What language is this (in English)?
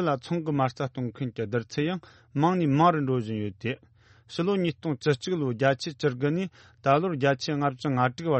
Tibetan